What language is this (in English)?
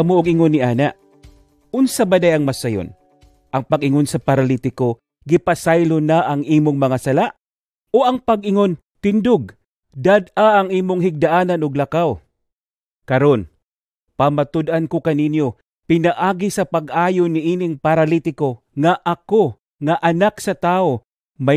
Cebuano